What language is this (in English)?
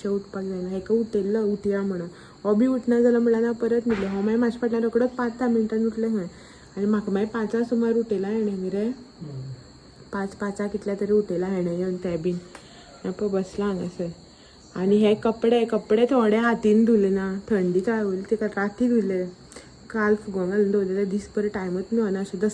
Konkani